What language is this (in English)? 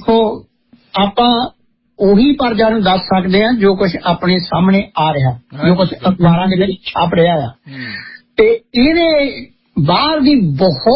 Punjabi